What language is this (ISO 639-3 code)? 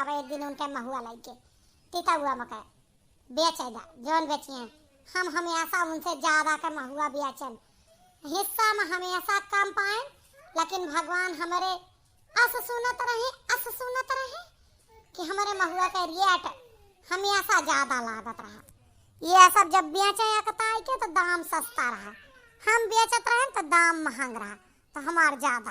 awa